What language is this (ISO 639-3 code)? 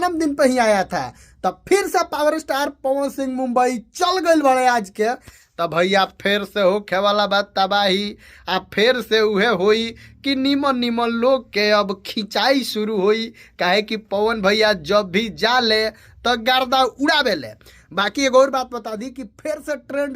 bho